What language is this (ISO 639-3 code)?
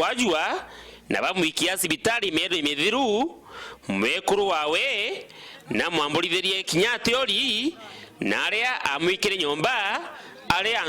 mer